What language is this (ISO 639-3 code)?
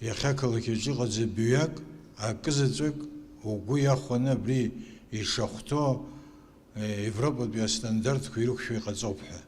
abk